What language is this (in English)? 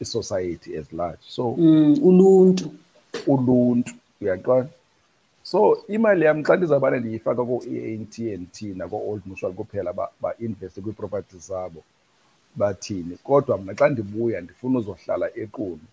Xhosa